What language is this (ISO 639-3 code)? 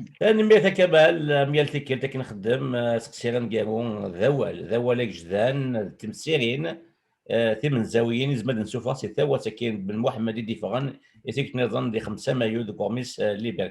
kab